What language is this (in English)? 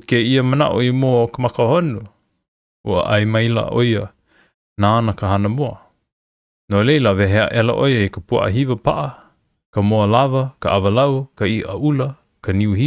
Hawaiian